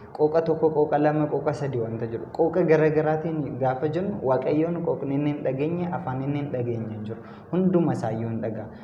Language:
Oromo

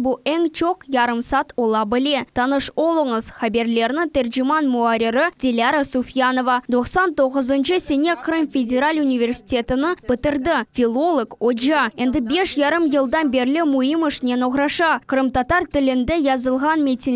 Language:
Crimean Tatar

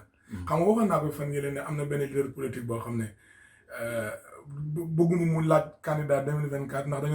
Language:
Wolof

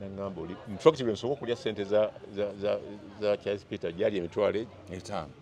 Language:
Ganda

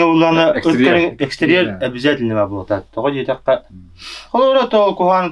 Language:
Yakut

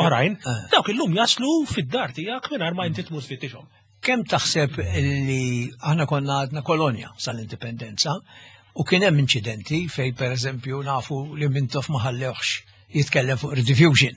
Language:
Maltese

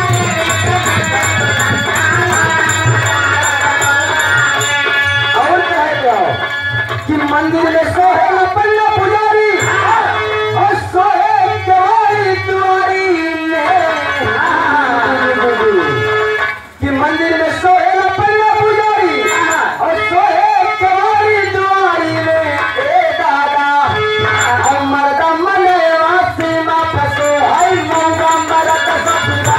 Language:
Bhojpuri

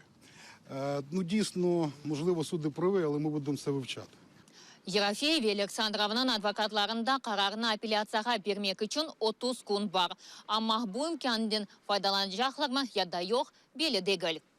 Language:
Crimean Tatar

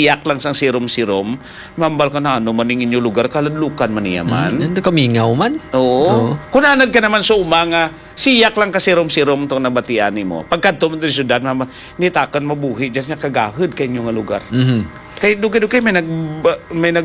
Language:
Hiligaynon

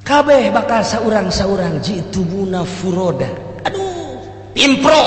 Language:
Sundanese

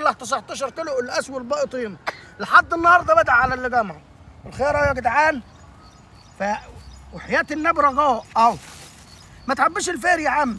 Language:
Egyptian Arabic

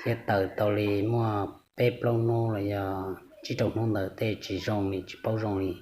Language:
Hmong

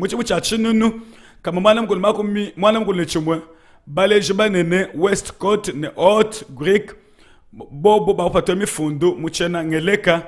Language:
Luba-Lulua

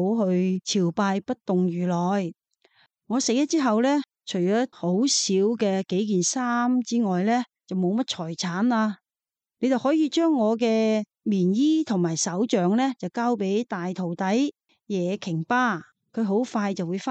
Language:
Cantonese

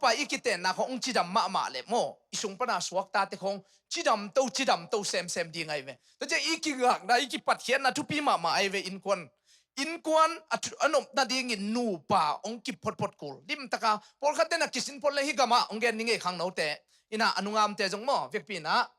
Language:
Tedim Chin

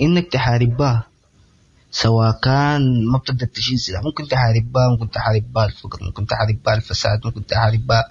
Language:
Sudanese Arabic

